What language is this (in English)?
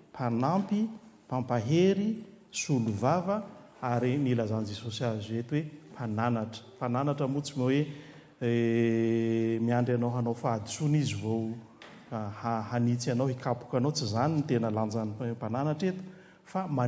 Malagasy